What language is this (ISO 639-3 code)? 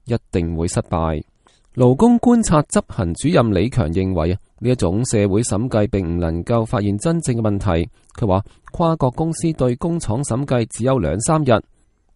yue